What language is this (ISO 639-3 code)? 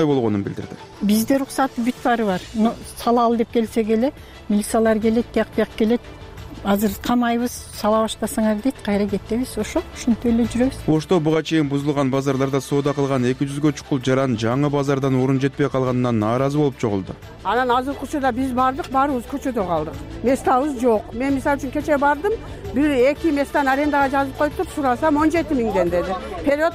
kir